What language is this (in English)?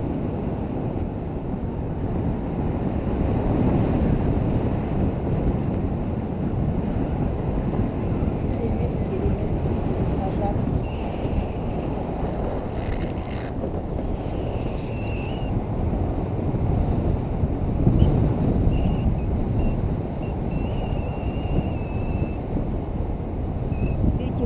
Kazakh